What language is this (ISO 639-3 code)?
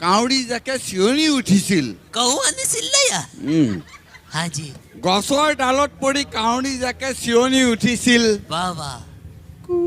asm